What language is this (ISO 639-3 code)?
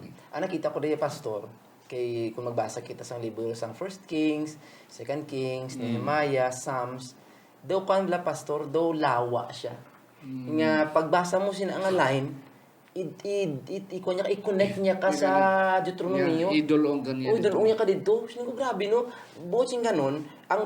hil